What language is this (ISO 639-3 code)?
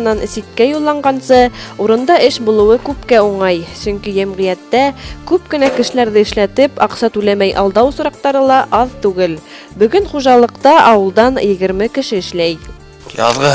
bak